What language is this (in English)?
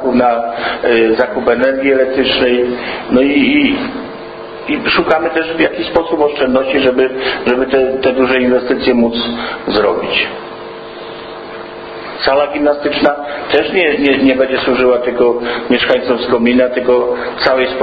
Polish